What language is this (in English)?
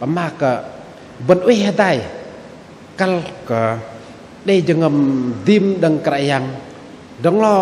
Bahnar